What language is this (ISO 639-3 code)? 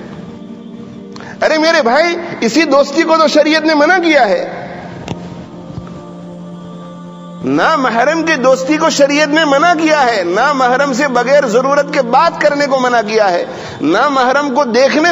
urd